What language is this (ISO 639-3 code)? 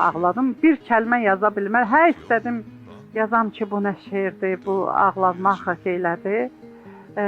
aze